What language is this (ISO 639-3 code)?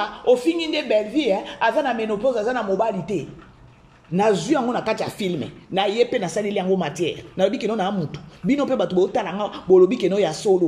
lin